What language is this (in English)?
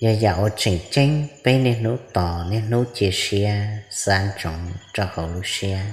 Hmong